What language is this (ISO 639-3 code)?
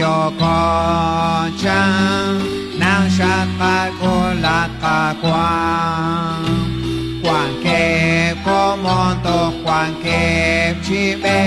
kek